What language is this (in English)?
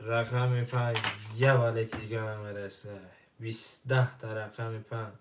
Tajik